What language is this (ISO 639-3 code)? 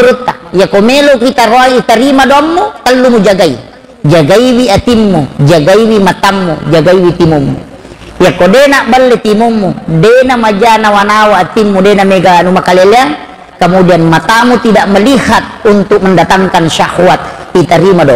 bug